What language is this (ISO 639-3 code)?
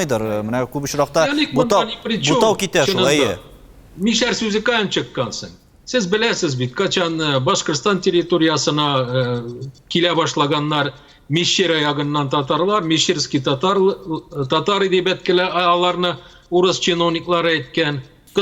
tat